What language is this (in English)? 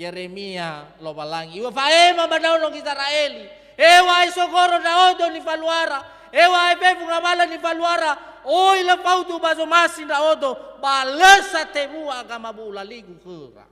Nias